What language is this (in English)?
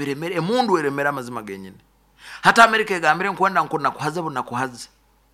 Nyankole